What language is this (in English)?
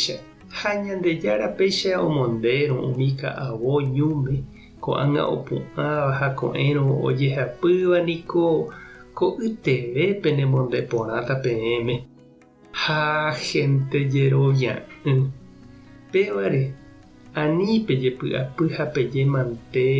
Guarani